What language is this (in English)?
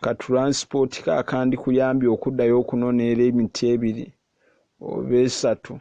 Ganda